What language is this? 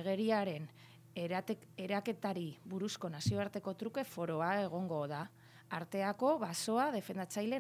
Basque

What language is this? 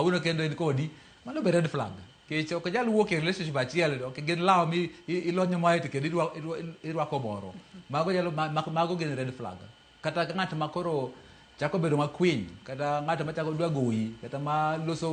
Luo (Kenya and Tanzania)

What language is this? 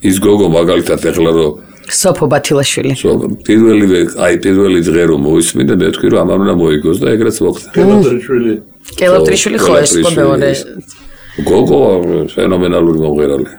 Georgian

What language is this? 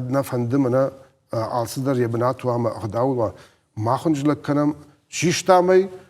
Ossetic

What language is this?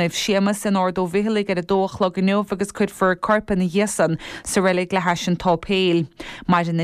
Irish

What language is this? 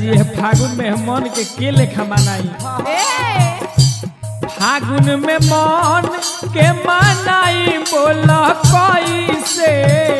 Bhojpuri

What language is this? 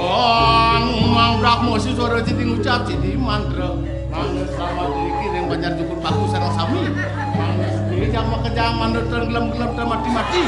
Balinese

